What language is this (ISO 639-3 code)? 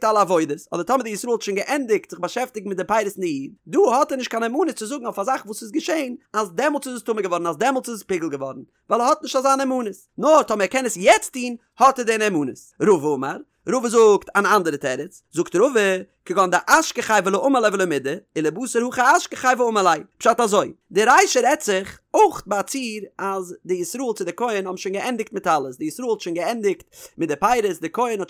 yid